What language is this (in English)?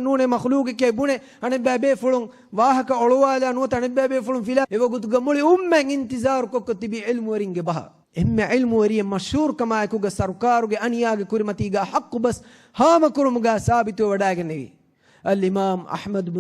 Divehi